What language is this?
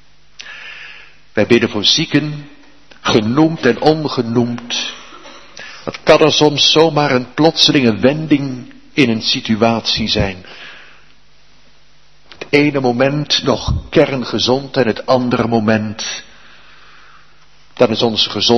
Dutch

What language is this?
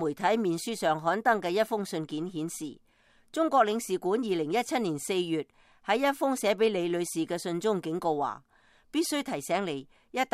Cantonese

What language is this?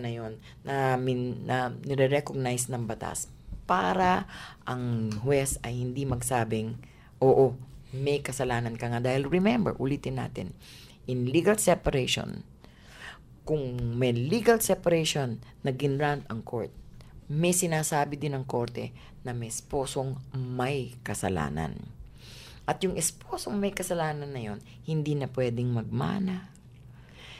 Filipino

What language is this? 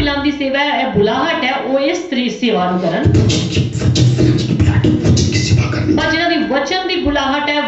Punjabi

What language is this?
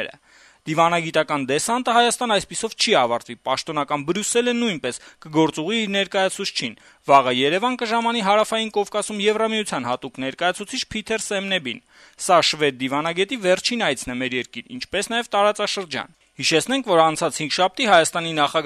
Armenian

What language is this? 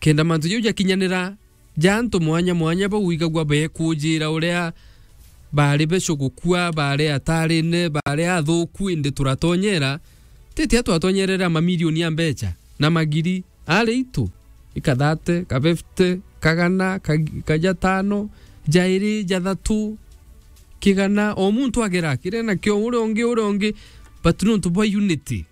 Meru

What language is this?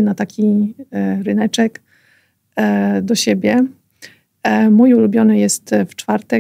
Polish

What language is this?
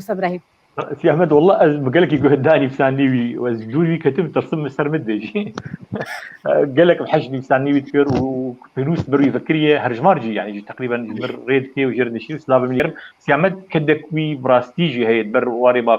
Kurdish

